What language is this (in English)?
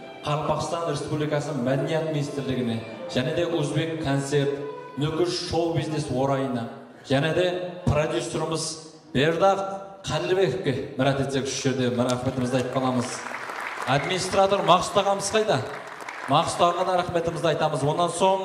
Kara-Kalpak